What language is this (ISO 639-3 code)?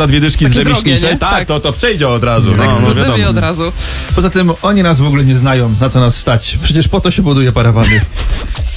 pol